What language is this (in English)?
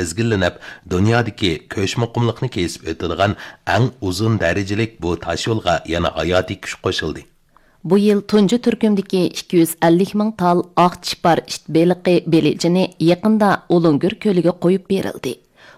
Uyghur